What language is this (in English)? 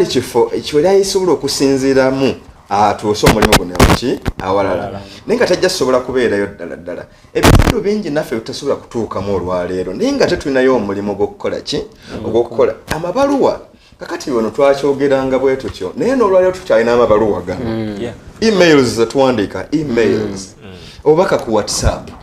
Ganda